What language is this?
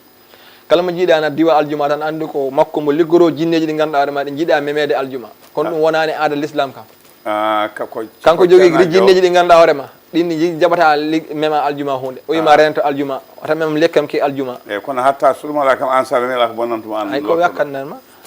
Fula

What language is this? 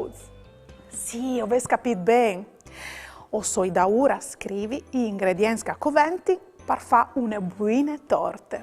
Friulian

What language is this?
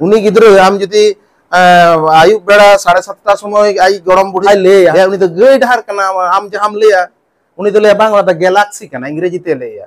Santali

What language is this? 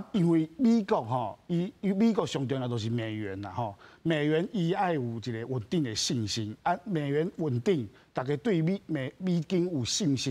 Min Nan Chinese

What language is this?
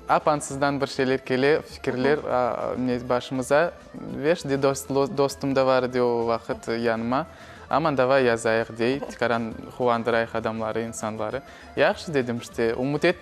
Crimean Tatar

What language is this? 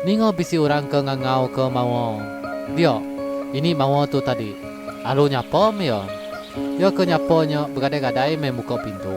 Iban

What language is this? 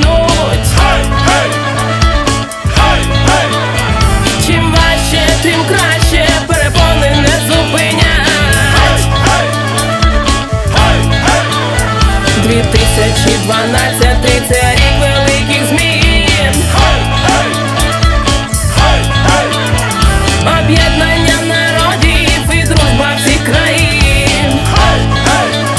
Ukrainian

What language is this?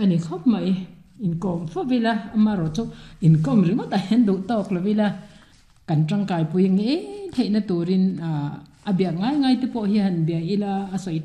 Mizo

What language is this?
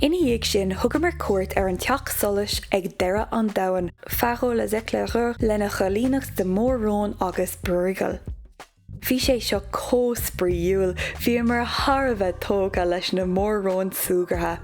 Irish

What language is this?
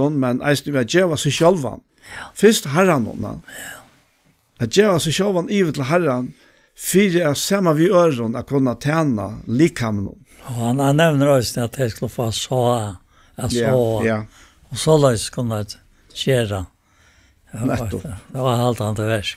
Faroese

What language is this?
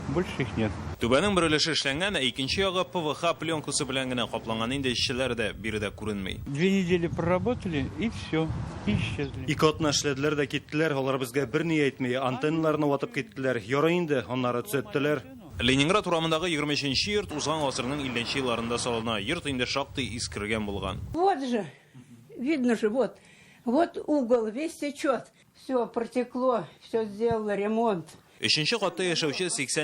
Tatar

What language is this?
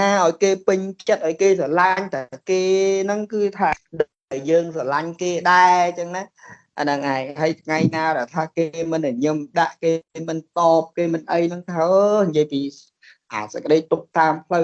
Khmer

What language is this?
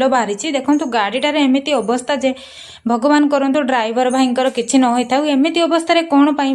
Odia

